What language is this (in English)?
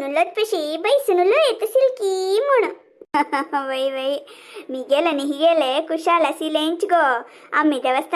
Konkani